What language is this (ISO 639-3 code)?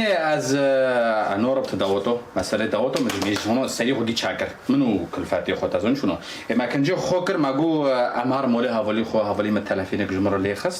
kur